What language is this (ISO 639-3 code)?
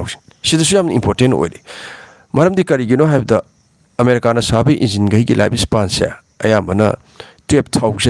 mni